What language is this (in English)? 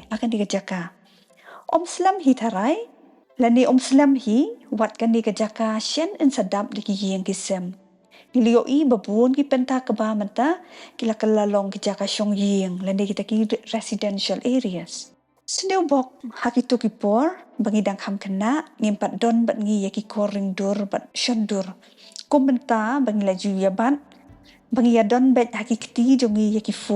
Khasi